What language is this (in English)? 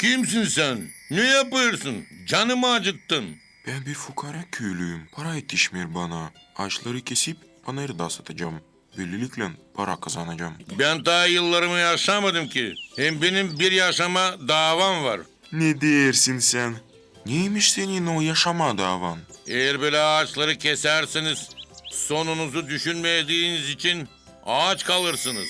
Gagauz